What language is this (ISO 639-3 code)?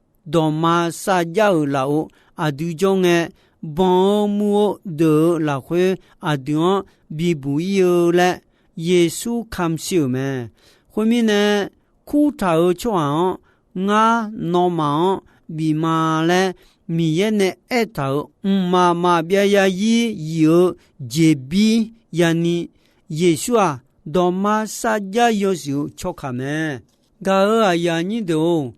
ahk